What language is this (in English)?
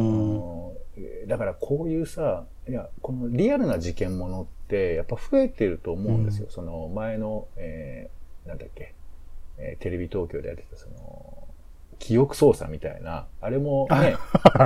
Japanese